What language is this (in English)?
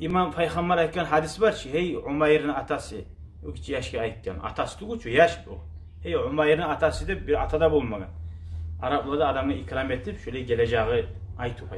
Kumyk